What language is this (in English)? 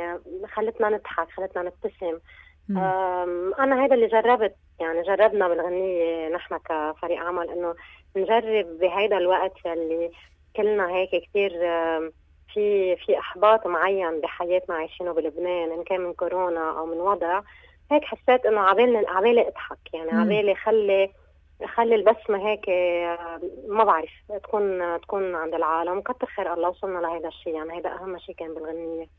North Levantine Arabic